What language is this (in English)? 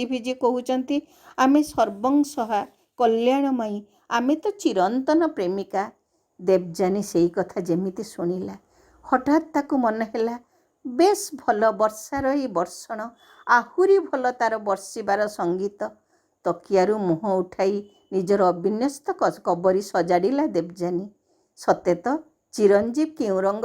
Odia